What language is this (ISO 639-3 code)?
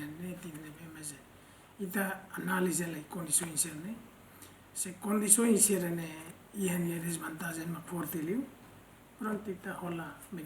tet